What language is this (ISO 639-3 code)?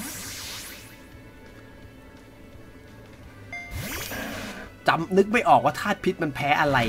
tha